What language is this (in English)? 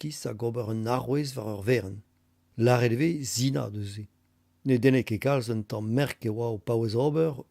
Breton